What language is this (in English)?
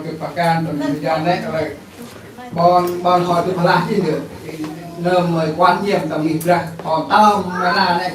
Central Mnong